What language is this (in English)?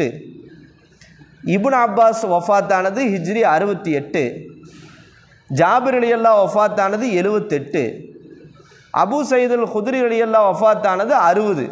Tamil